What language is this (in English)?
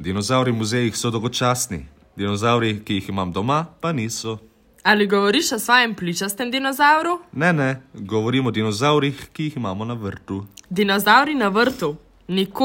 Slovenian